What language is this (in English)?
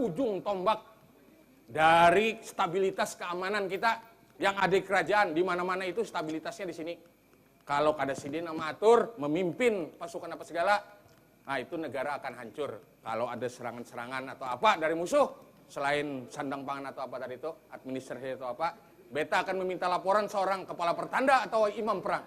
Banjar